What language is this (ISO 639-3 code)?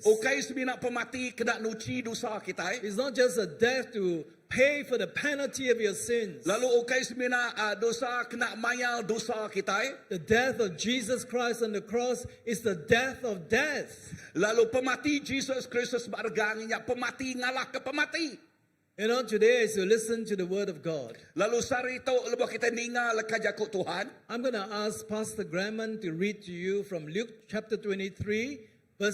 iba